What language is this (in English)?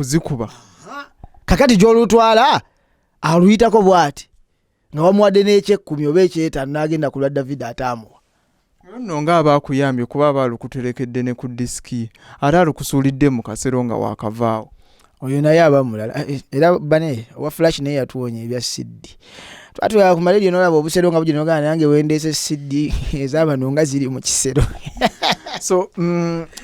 Ganda